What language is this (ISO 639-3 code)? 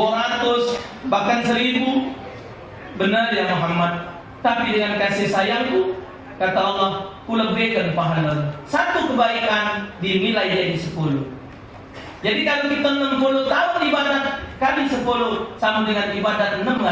mui